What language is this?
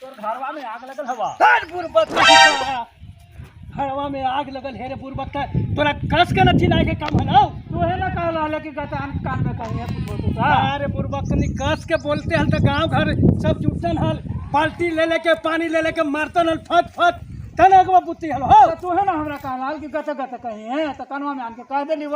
Magahi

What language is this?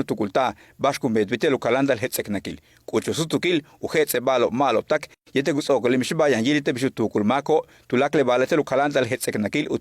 Yucateco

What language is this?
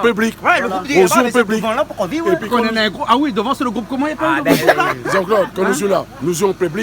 Réunion Creole French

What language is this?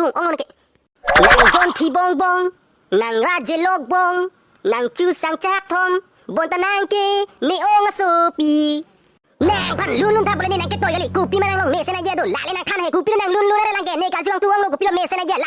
Karbi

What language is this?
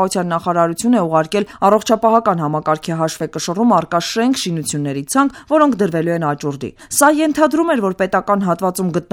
Armenian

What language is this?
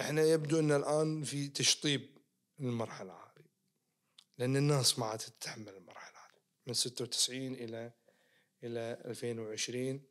Najdi Arabic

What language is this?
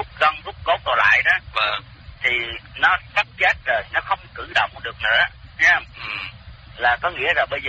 Vietnamese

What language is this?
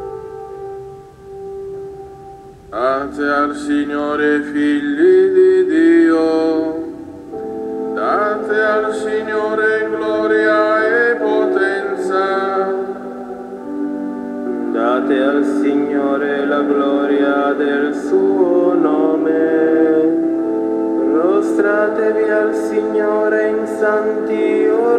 Italian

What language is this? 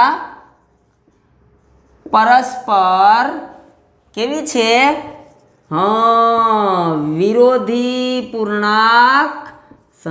Gujarati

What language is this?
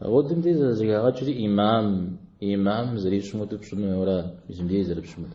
Kabardian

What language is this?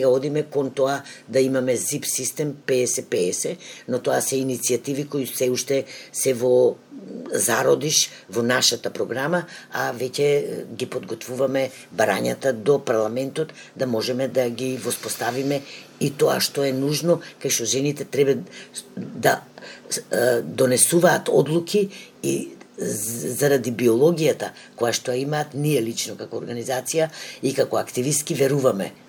Macedonian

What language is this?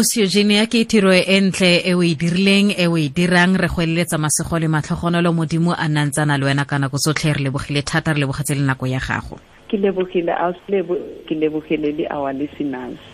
Tswana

